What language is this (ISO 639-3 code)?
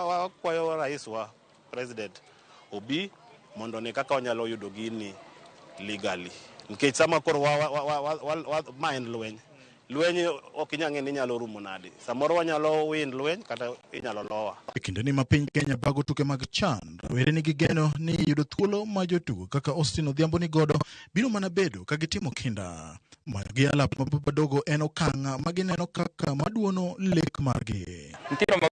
luo